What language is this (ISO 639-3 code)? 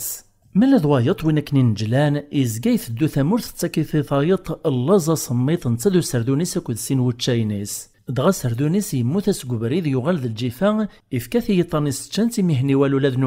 kab